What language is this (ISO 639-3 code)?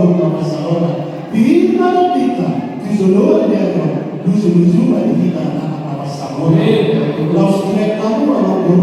bbc